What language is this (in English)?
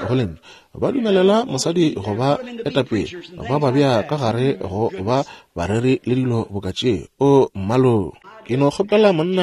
Northern Sotho